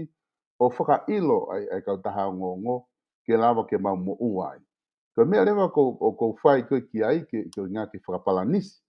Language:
Tongan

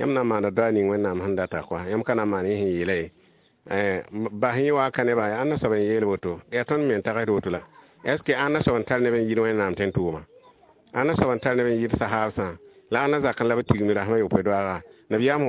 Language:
Mossi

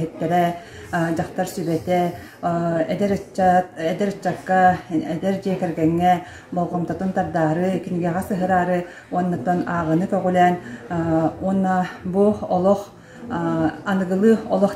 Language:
Yakut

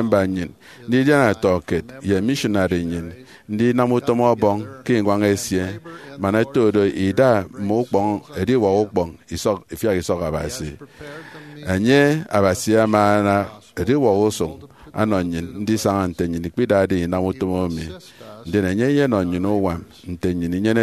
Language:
Efik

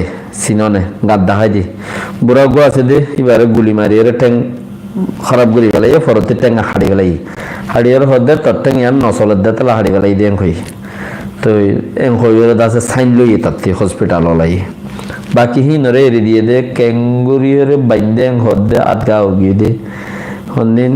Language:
Rohingya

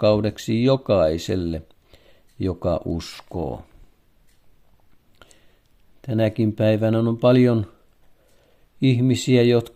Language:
Finnish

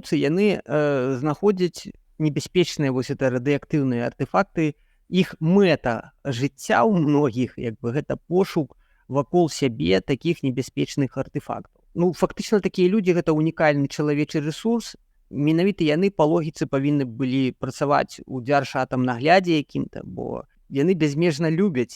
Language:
Belarusian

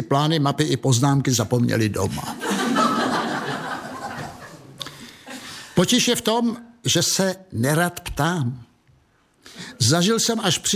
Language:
Czech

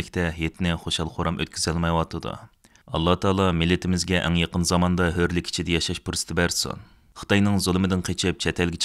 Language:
Uyghur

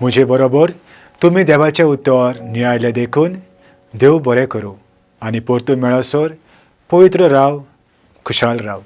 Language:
Konkani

